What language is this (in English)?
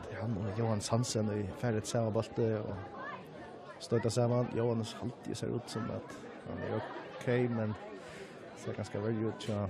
Faroese